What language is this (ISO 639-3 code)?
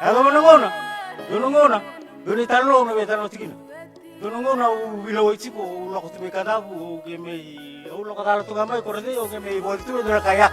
fij